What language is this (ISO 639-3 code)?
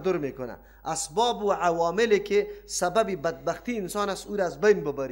fas